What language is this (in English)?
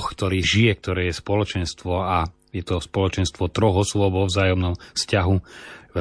Slovak